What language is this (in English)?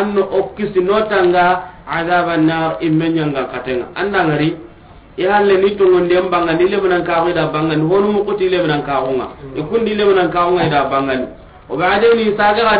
Soninke